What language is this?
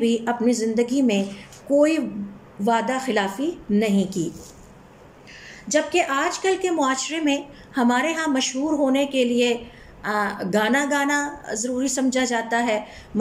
Urdu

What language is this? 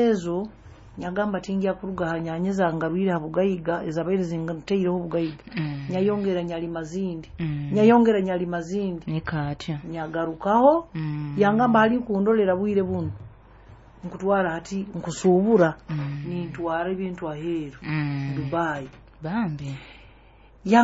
Nyoro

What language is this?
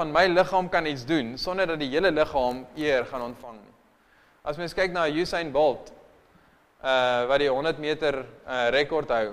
Afrikaans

